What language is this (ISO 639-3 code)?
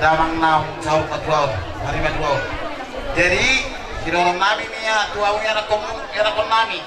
bbc